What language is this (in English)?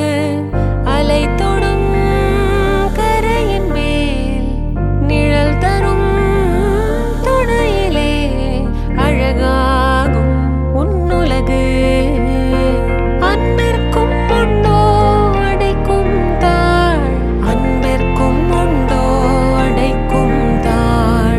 Tamil